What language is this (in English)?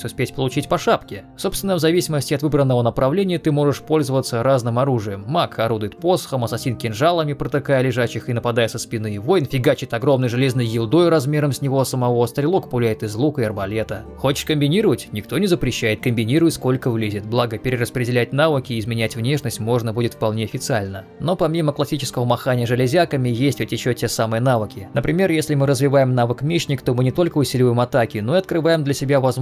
Russian